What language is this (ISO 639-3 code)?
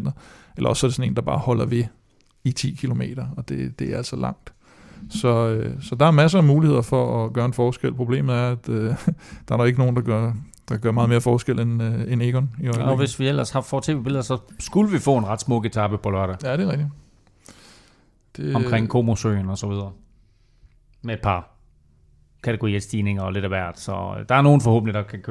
dan